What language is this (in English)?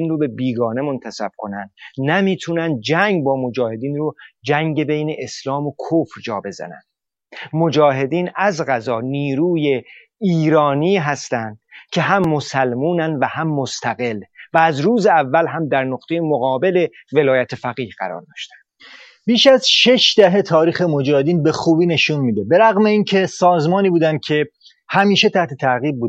Persian